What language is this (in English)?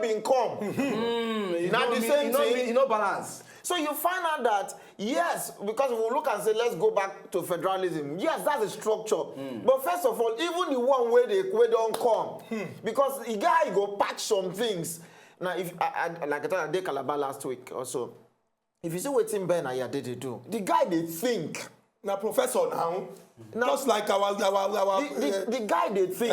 Nigerian Pidgin